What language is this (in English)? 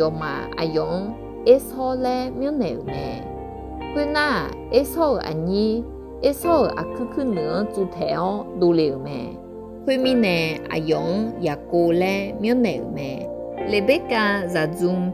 Akha